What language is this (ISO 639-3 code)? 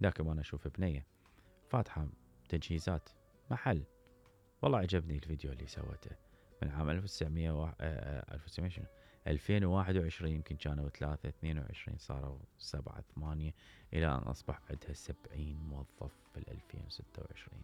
acm